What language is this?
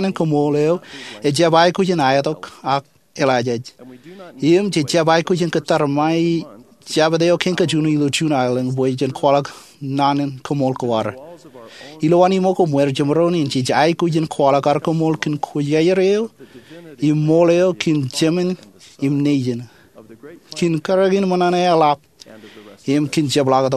Marshallese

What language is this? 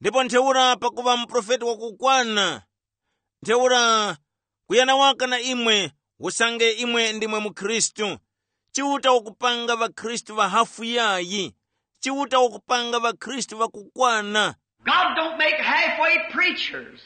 Tumbuka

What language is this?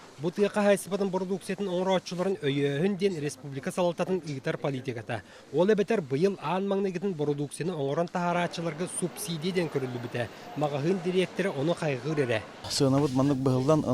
Yakut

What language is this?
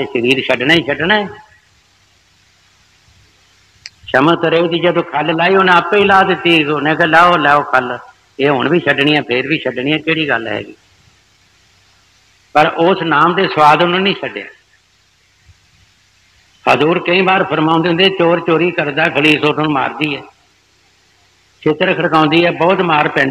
Punjabi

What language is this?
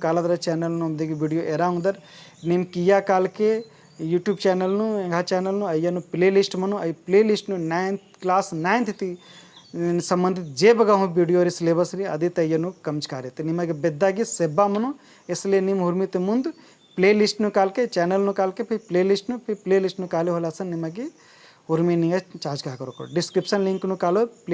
Kurukh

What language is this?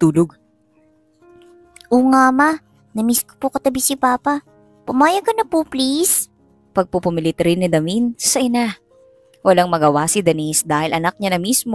Filipino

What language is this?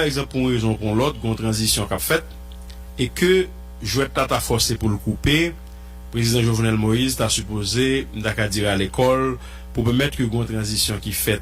Haitian Creole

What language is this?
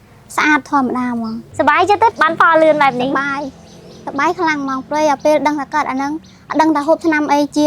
Khmer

